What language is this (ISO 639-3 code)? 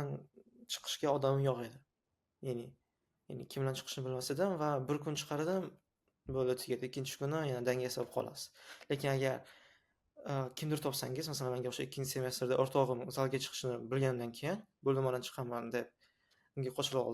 uzb